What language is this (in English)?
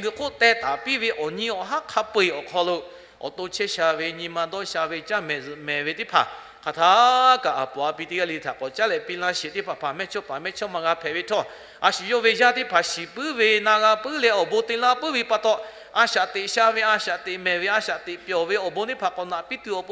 Lahu